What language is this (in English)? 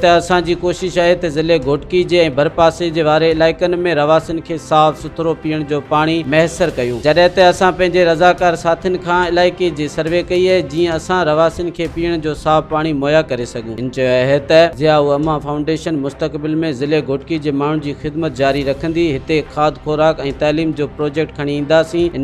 Sindhi